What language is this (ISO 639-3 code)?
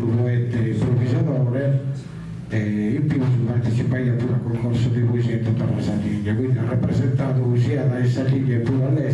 srd